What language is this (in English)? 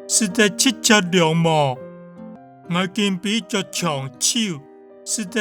Hakka Chinese